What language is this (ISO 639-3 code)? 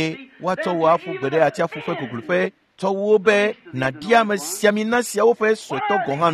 ewe